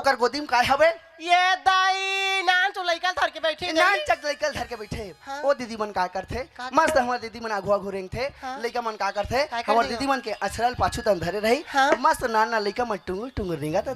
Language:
Chhattisgarhi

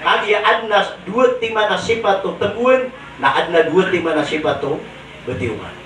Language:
Maranao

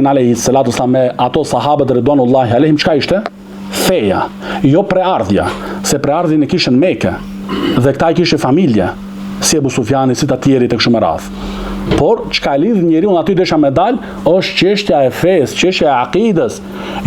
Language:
Albanian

